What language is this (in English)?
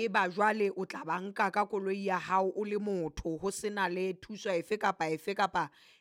Southern Sotho